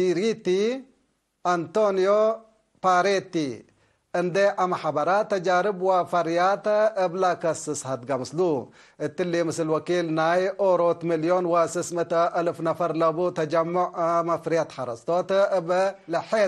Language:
Tigre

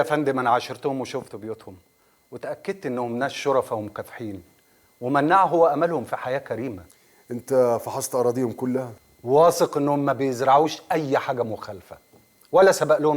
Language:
Egyptian Arabic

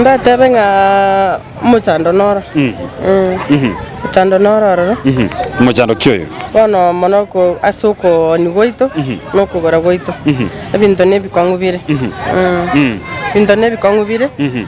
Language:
Gusii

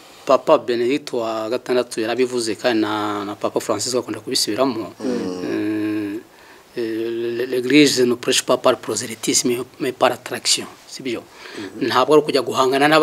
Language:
Kinyarwanda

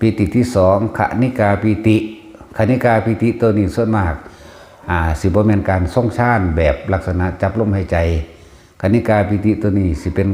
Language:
Northeastern Thai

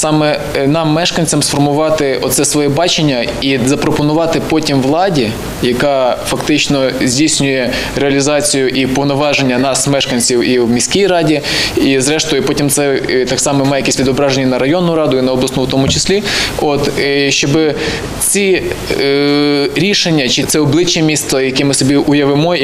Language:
Ukrainian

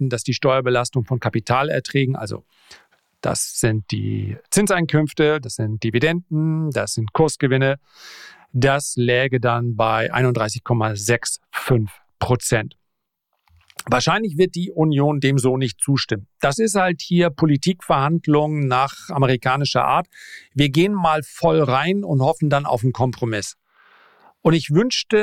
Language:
German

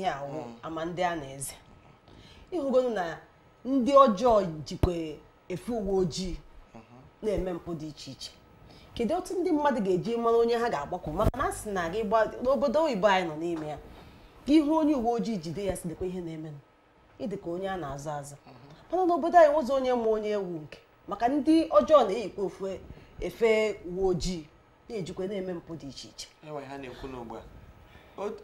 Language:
Igbo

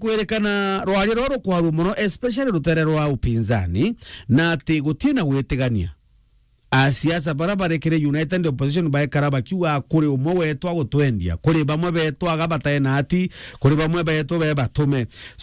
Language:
Meru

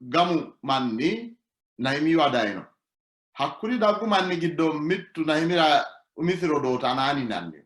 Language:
Sidamo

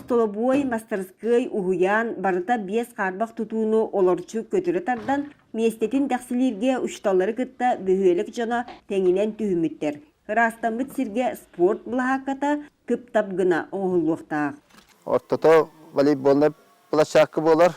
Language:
Yakut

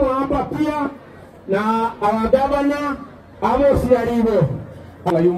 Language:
Gusii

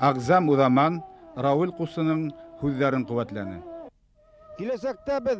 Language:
Bashkir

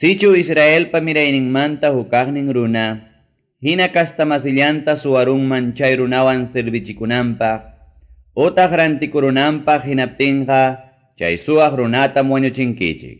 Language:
Ayacucho Quechua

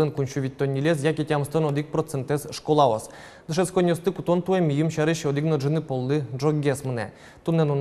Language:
Udmurt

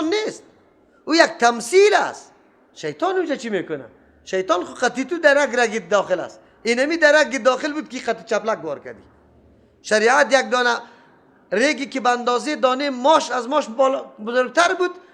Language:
Persian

